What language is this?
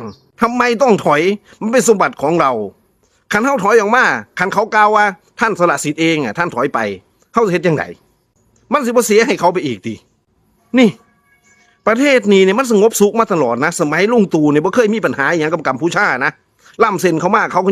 Northeastern Thai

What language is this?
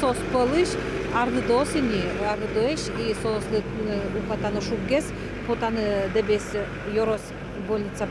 Udmurt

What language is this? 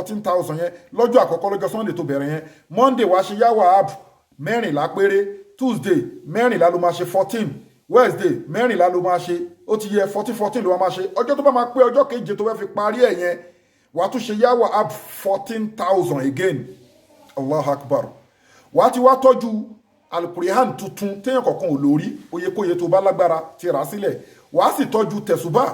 Yoruba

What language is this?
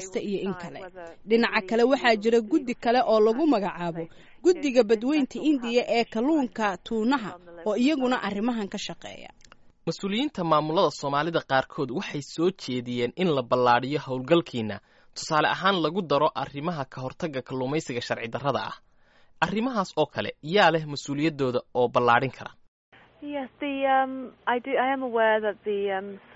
Somali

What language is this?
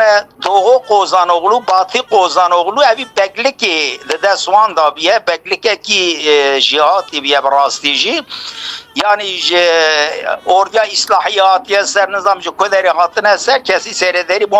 Kurdish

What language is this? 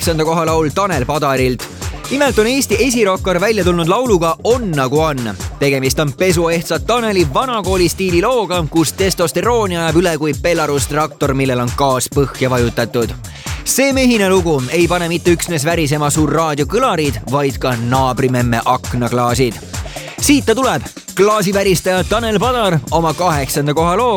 Estonian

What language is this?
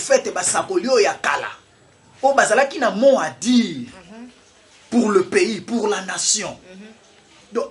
Lingala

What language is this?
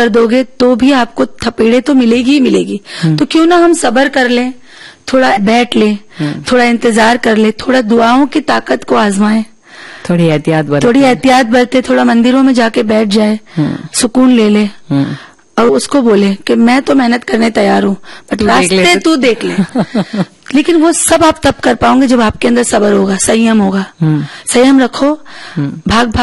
Hindi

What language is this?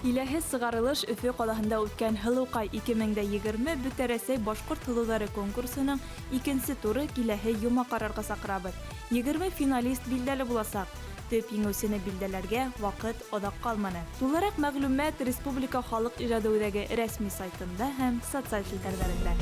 Bashkir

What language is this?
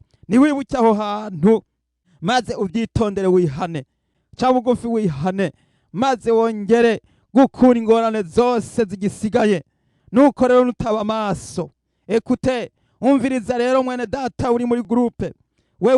Rundi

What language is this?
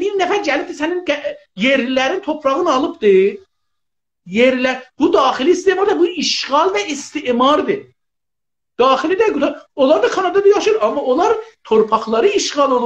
South Azerbaijani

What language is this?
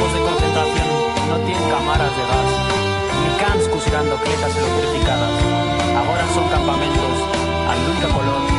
Aragonese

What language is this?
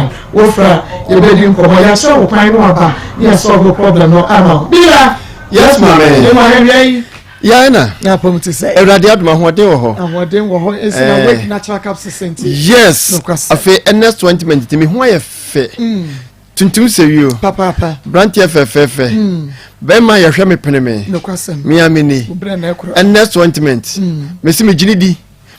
Akan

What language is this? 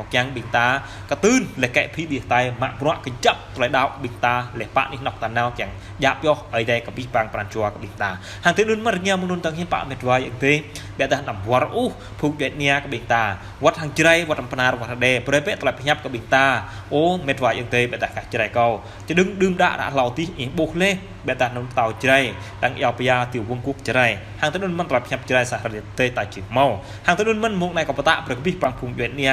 Jarai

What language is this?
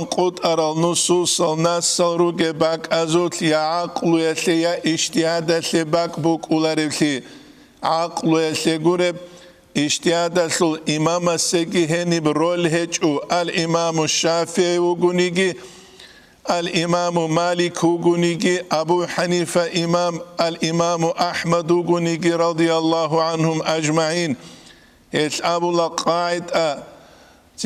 Avaric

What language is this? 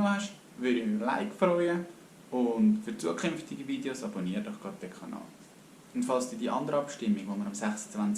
Swiss German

